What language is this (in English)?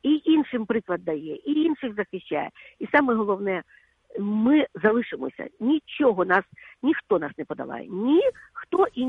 Ukrainian